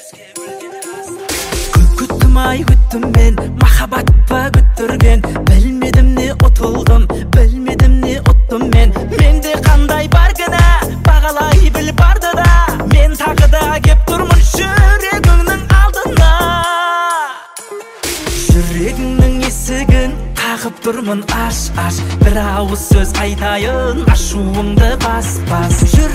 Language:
Kazakh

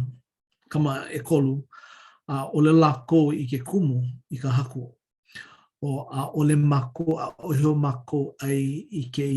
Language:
Hawaiian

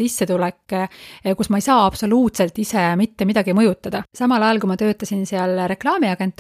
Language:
Estonian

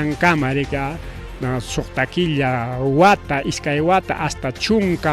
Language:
Ayacucho Quechua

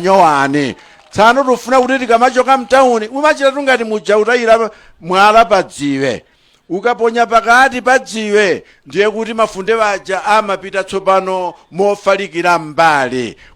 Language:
Nyanja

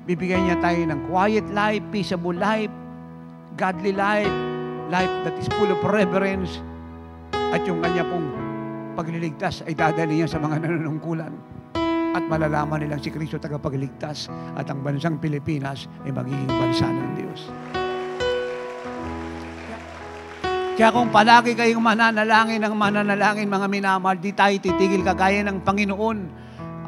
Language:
Filipino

